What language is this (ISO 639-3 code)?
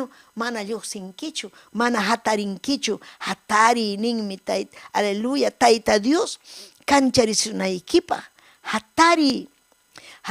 quy